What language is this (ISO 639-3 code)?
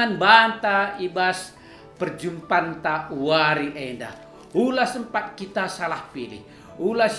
btx